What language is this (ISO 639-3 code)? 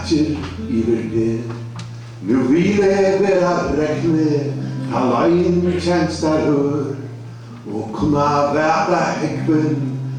fao